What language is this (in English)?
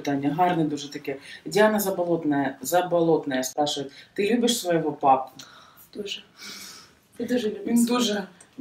Ukrainian